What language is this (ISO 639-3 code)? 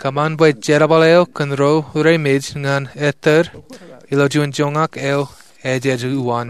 mah